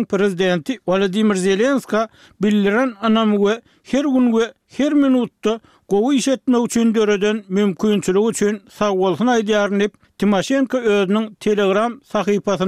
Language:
Turkmen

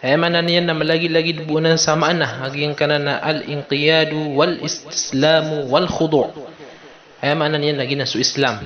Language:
Maranao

